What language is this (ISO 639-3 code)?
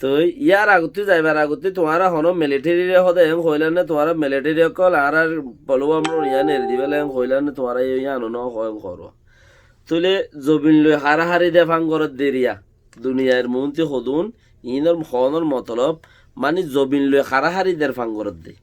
rhg